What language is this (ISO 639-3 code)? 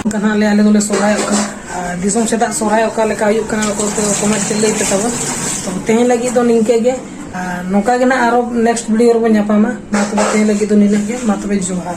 sat